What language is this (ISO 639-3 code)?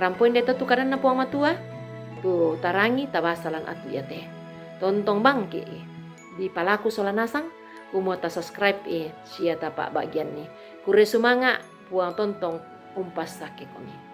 sda